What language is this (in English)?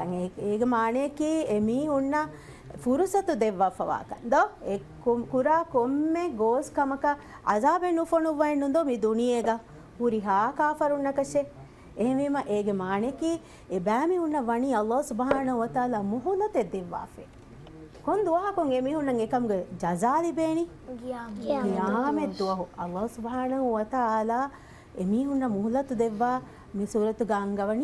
Divehi